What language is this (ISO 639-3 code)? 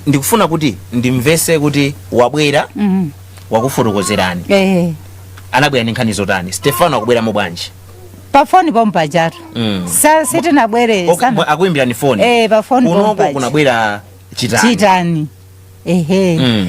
nya